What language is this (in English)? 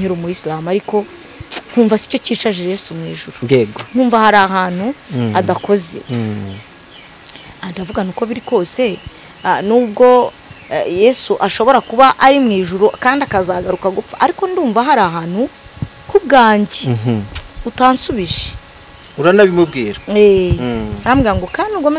Kinyarwanda